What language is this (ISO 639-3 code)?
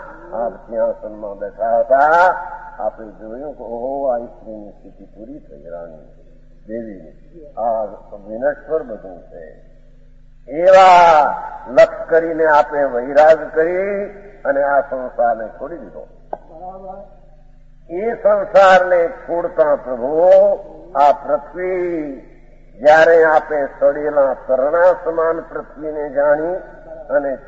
guj